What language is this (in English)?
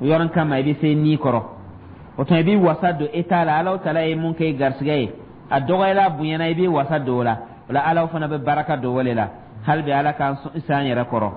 Dyula